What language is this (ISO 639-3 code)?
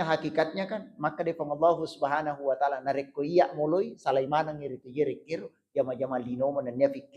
bug